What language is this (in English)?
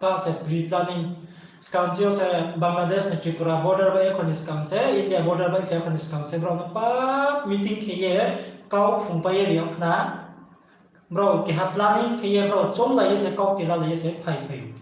Riang (India)